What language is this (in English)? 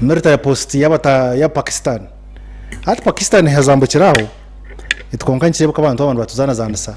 Nyankole